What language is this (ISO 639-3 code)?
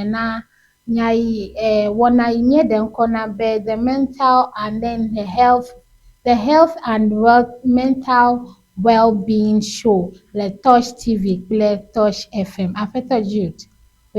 ewe